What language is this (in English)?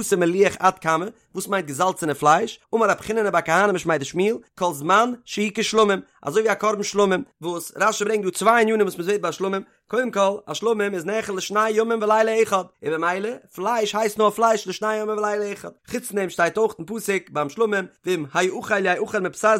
Yiddish